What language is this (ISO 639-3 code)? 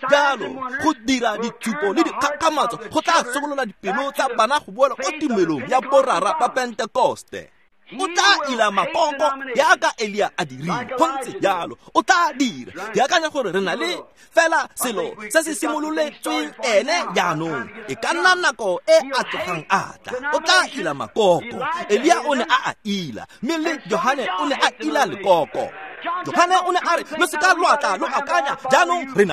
tsn